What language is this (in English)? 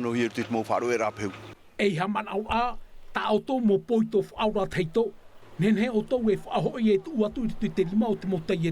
Tahitian